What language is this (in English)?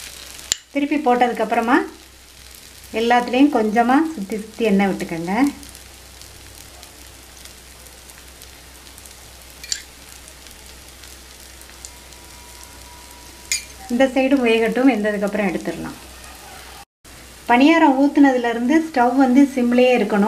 Tamil